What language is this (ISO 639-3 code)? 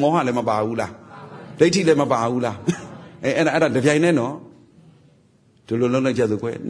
mya